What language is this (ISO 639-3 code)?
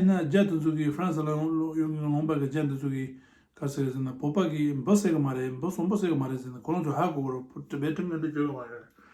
bod